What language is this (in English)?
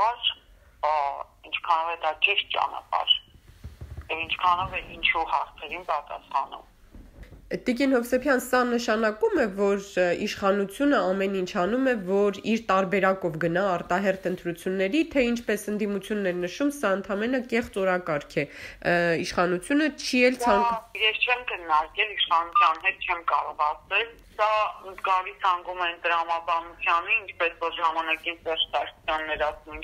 Armenian